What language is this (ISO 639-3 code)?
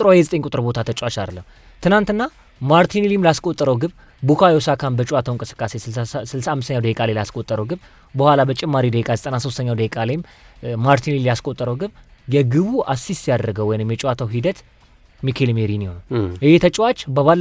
amh